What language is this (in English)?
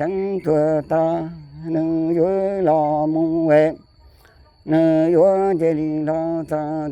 Hmong